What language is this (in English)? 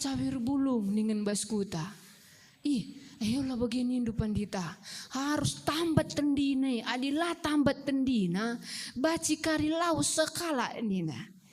Batak Karo